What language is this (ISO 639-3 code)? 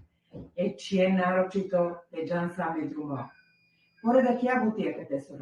rmn